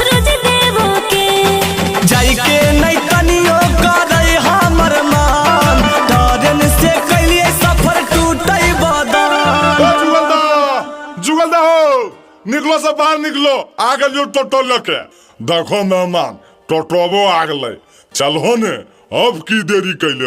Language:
Magahi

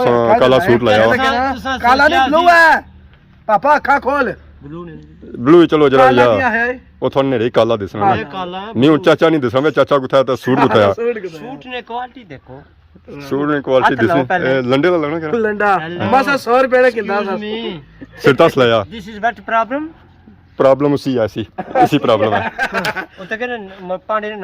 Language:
Pahari-Potwari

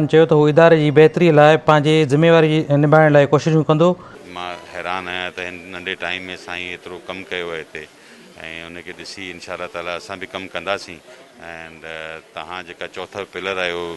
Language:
Sindhi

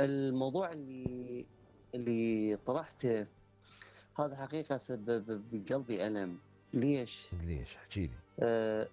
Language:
Mesopotamian Arabic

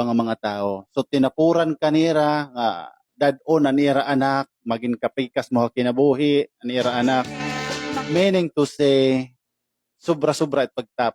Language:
Waray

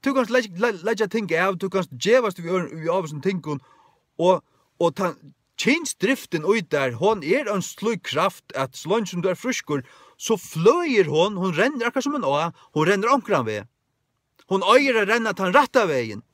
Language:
Faroese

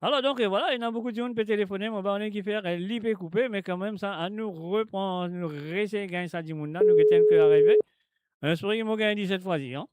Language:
Morisyen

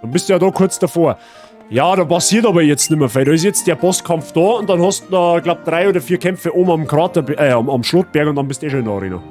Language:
Bavarian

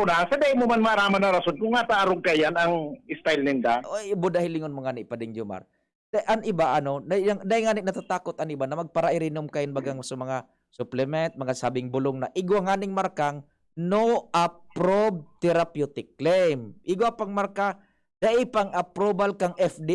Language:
Bikol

